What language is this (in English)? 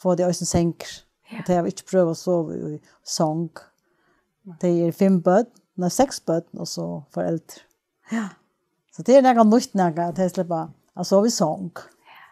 Faroese